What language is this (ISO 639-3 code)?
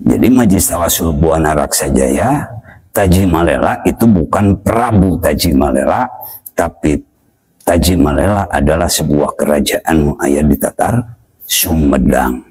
sun